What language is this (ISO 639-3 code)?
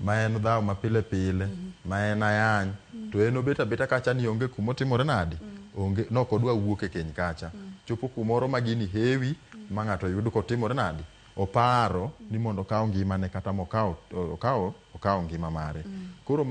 luo